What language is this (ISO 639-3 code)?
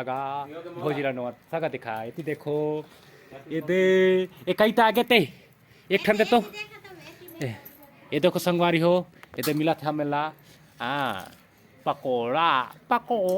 hne